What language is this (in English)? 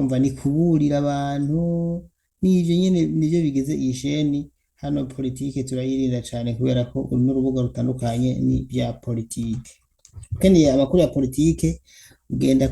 Rundi